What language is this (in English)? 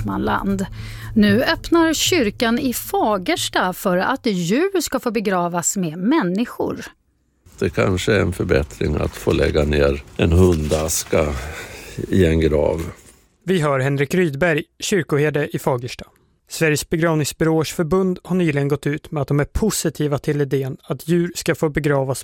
Swedish